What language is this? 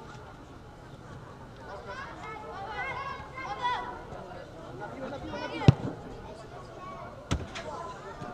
Polish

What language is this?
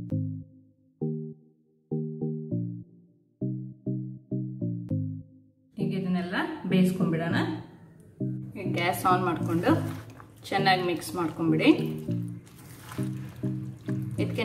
Kannada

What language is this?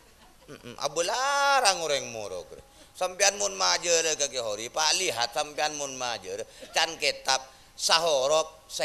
Madurese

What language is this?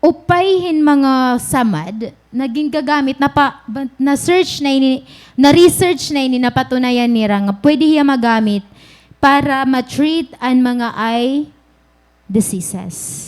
Waray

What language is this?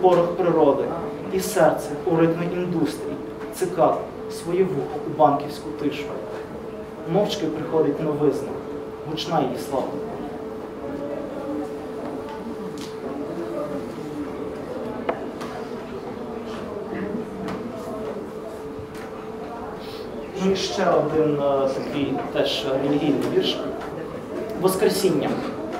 Ukrainian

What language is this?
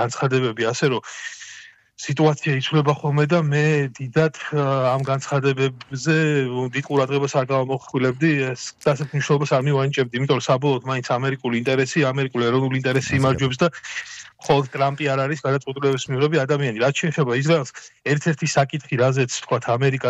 Georgian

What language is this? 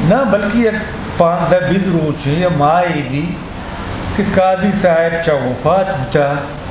Eastern Balochi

